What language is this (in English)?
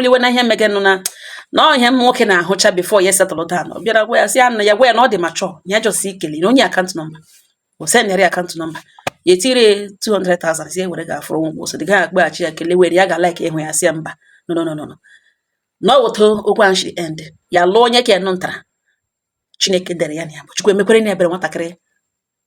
Igbo